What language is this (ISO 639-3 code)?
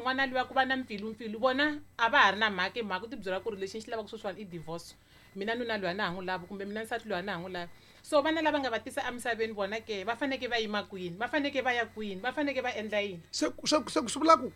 tso